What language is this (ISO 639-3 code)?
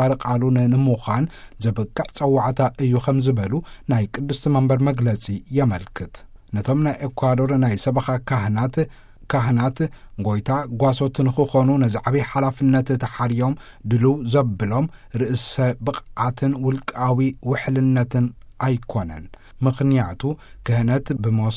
tir